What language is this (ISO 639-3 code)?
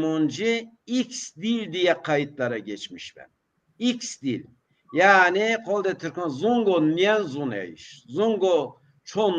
zza